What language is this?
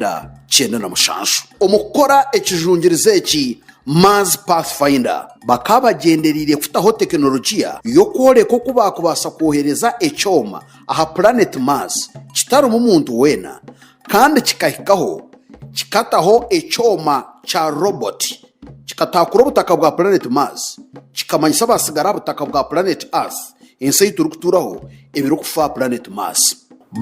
Nyankole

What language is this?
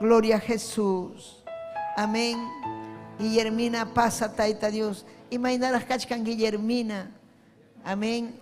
Ayacucho Quechua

